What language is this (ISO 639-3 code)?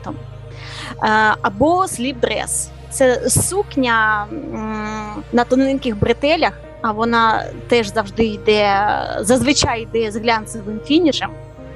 ukr